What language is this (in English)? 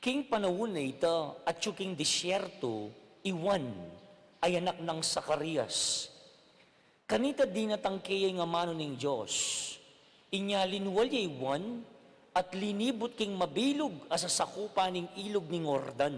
Pampanga